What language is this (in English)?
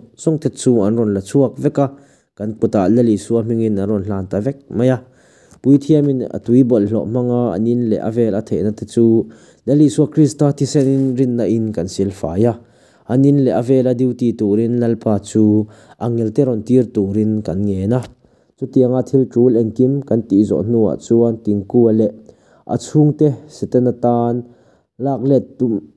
Mizo